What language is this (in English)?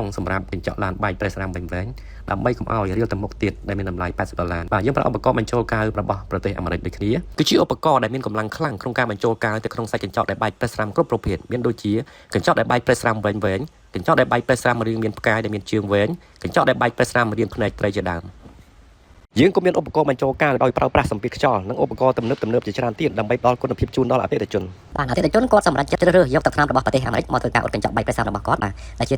Khmer